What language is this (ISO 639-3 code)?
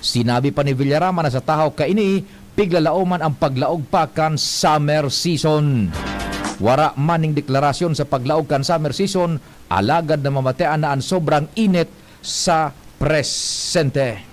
bik